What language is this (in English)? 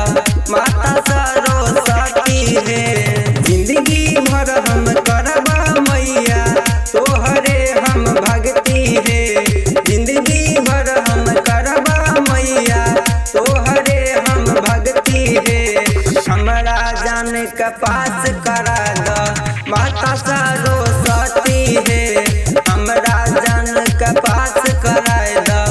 Bhojpuri